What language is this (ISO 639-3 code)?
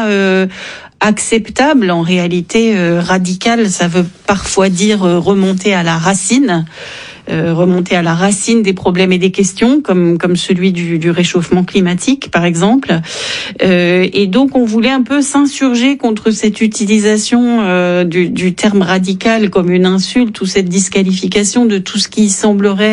fra